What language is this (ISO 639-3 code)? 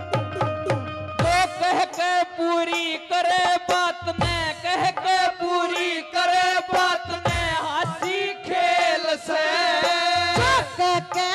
bgc